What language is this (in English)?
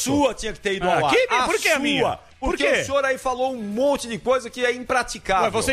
Portuguese